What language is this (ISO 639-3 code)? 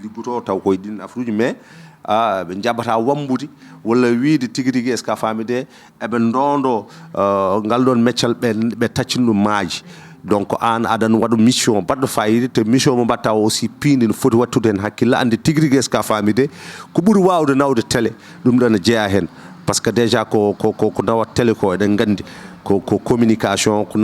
ful